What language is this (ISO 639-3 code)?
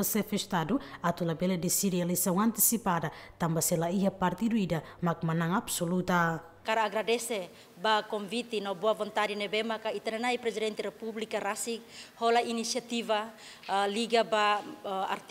tet